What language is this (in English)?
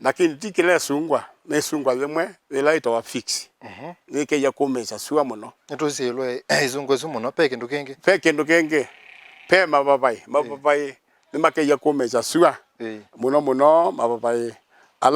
Kamba